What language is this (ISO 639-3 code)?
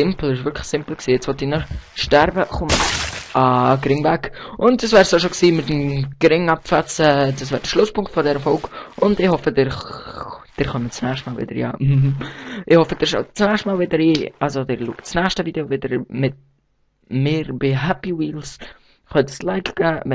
gsw